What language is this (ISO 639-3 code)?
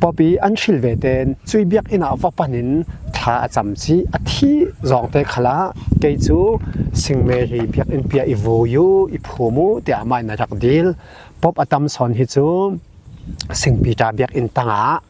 cfm